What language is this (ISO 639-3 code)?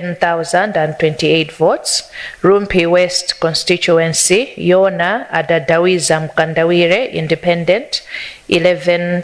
nya